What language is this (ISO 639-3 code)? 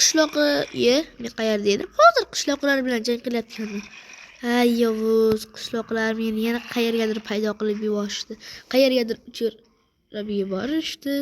uzb